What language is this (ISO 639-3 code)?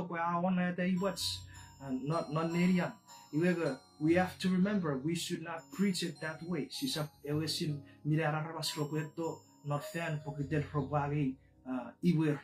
chk